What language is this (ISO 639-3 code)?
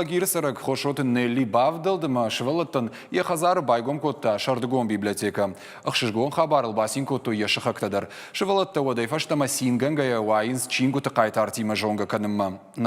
oss